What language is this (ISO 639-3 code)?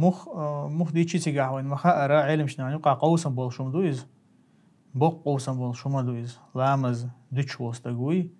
che